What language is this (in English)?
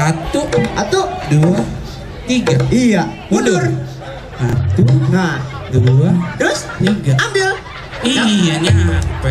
Betawi